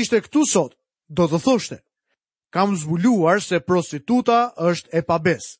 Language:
Albanian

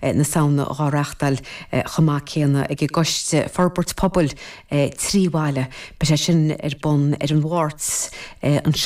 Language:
Irish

